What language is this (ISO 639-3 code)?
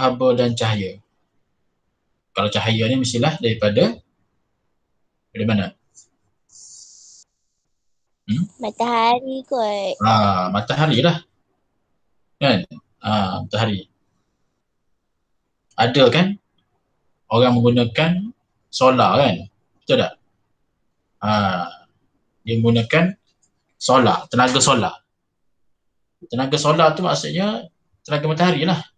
msa